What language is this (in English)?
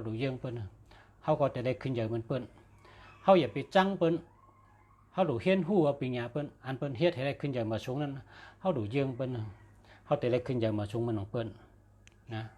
Shan